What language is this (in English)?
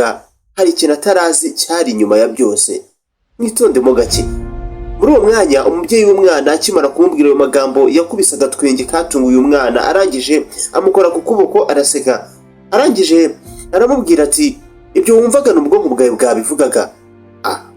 Kinyarwanda